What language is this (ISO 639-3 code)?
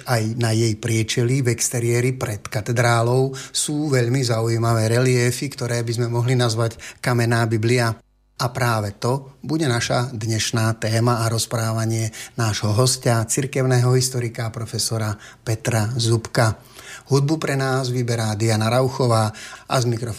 slk